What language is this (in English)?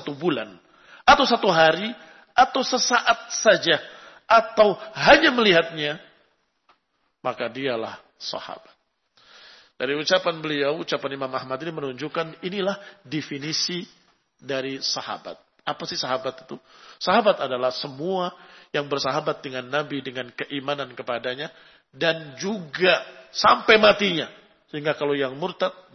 Indonesian